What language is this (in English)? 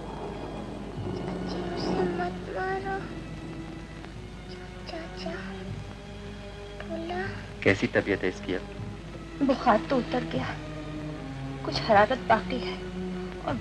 Hindi